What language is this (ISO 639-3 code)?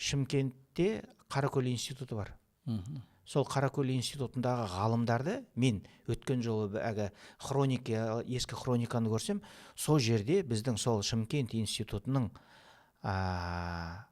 kaz